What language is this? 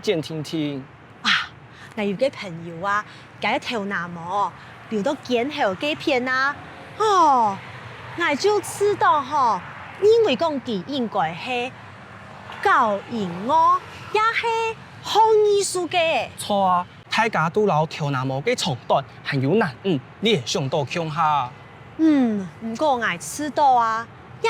Hakka Chinese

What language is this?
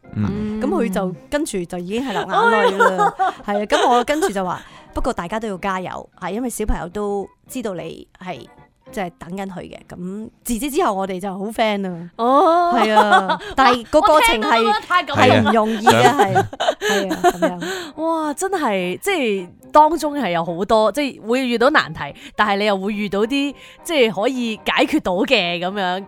Cantonese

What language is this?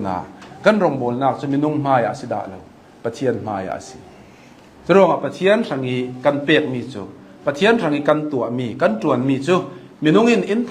Hakha Chin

